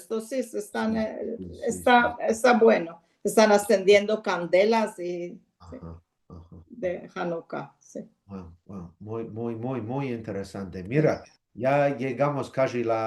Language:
Ladino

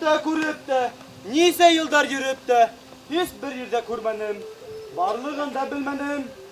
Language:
Bashkir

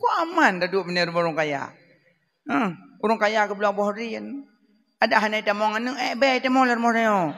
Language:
Achinese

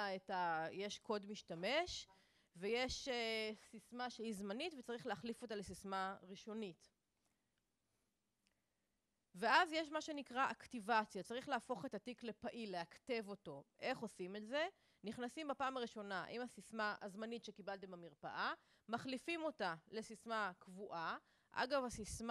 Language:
Hebrew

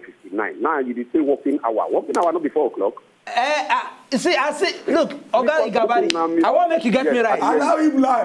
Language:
Nigerian Pidgin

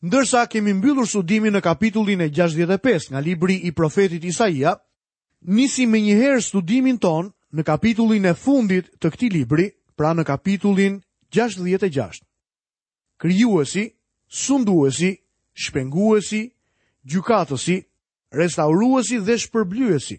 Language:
Albanian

